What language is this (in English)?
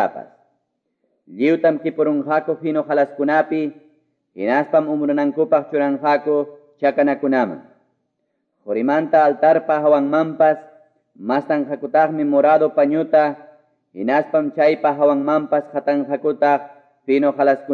Quechua